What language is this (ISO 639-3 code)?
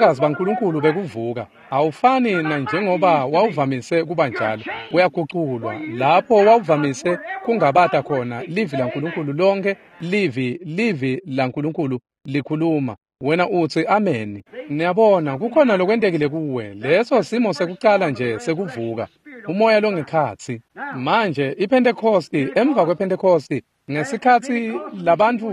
ssw